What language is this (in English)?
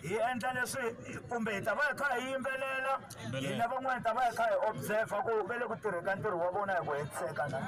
Tsonga